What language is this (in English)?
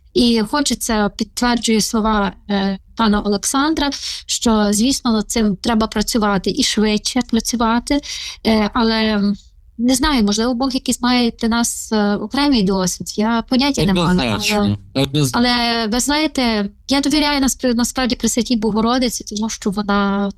Ukrainian